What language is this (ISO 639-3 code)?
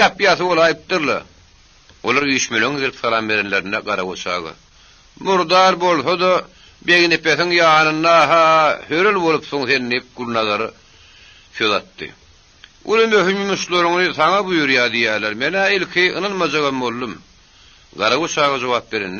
tuk